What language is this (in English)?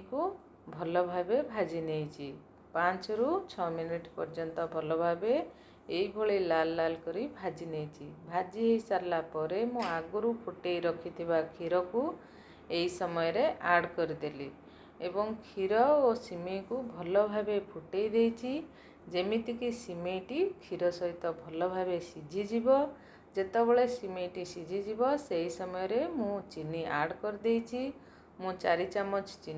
Odia